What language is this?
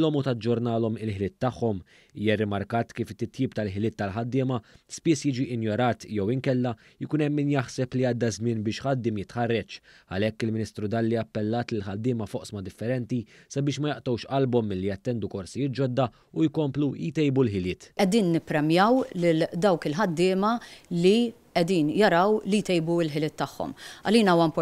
Maltese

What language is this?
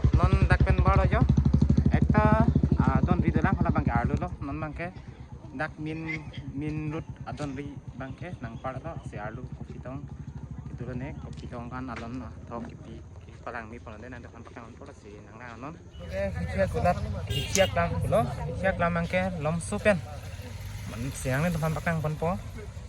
Karbi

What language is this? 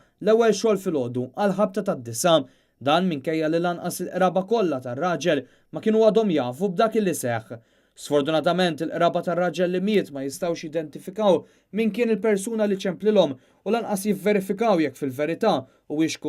Maltese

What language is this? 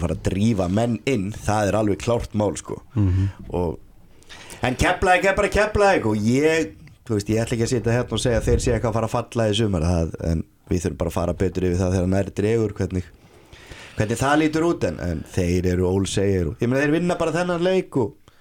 Icelandic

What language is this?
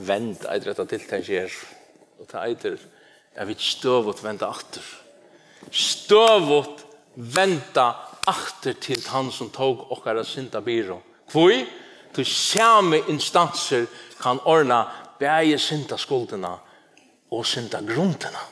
Faroese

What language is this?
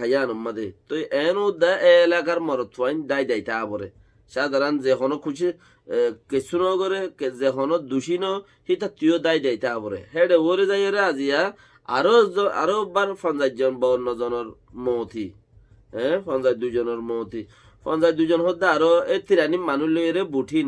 Rohingya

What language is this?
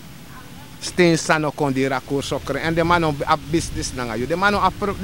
Sranan Tongo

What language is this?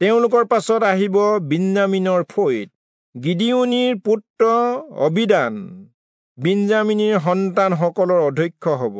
Assamese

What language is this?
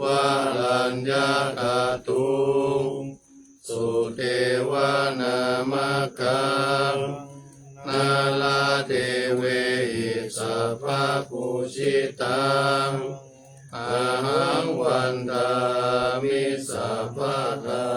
Pali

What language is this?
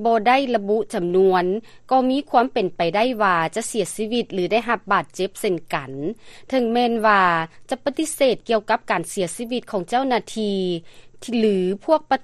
Lao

